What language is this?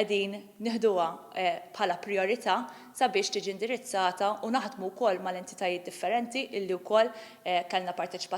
Maltese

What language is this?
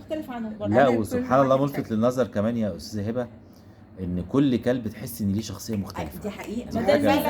Egyptian Arabic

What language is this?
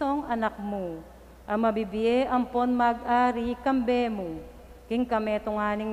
Pampanga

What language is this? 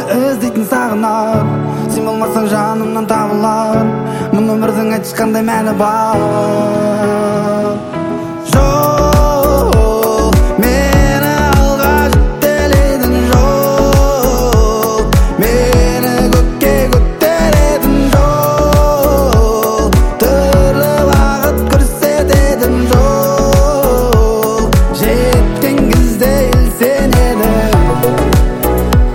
Kazakh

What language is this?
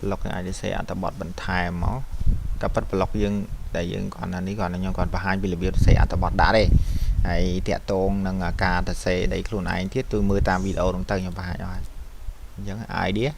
Khmer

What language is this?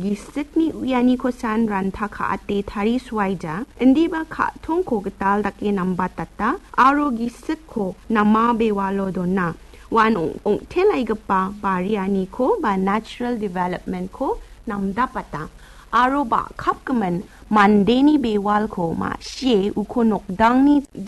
Garo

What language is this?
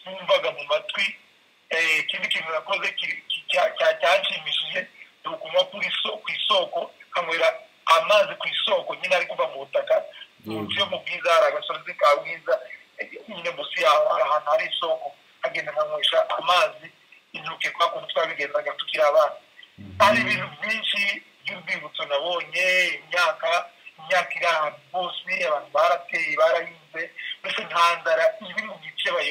Kinyarwanda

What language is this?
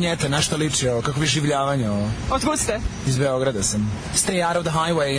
Serbian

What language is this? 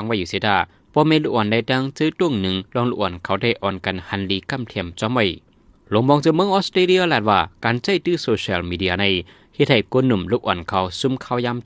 Shan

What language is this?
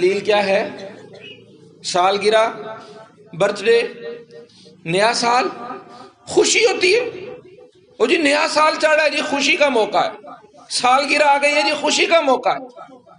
Urdu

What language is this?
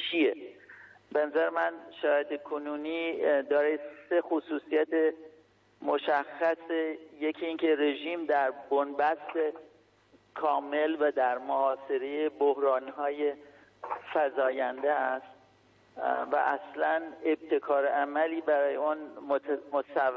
Persian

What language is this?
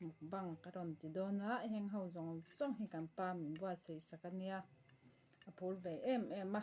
Mizo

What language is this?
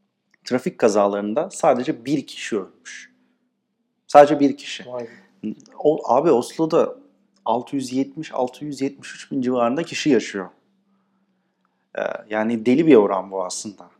Turkish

